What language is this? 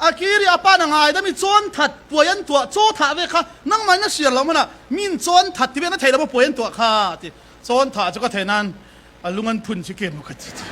Falam Chin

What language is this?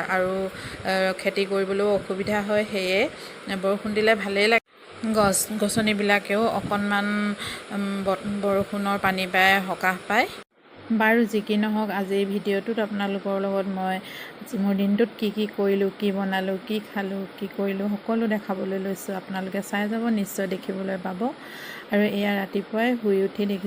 Assamese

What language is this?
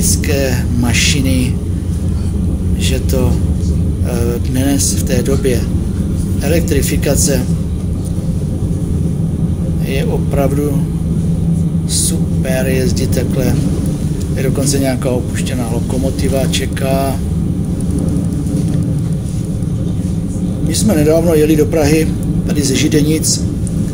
Czech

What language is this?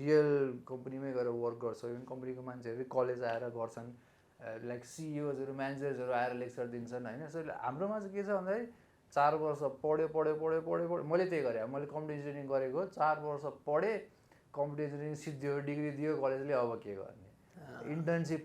Nepali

